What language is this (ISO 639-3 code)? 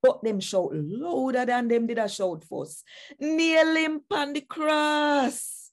jam